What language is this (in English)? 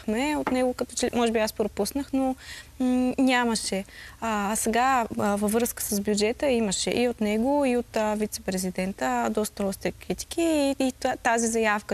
Bulgarian